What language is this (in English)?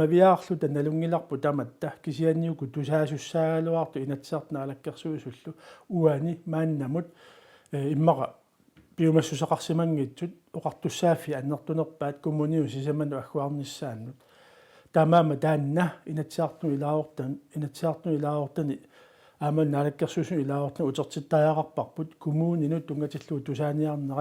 Kalaallisut